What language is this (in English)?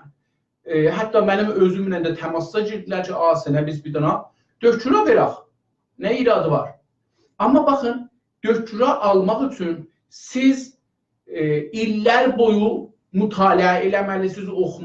South Azerbaijani